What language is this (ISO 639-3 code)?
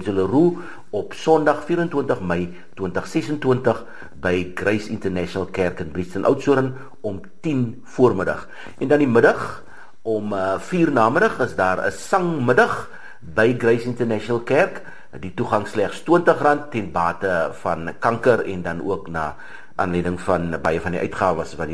afr